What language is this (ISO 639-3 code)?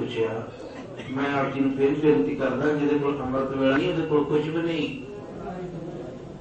pan